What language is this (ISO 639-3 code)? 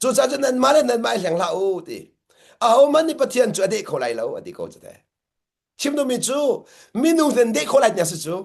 cnh